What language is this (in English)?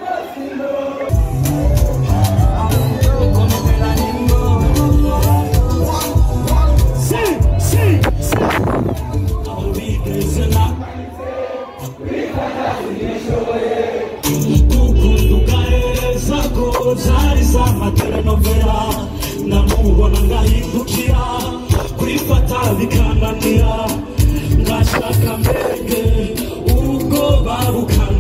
Kinyarwanda